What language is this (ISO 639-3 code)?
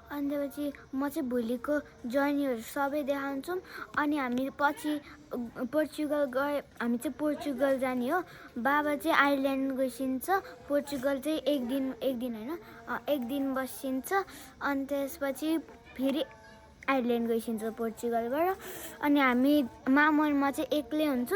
nep